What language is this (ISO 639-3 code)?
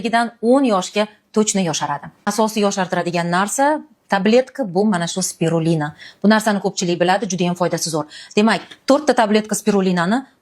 uzb